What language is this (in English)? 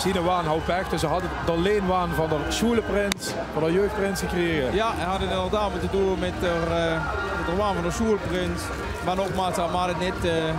Limburgish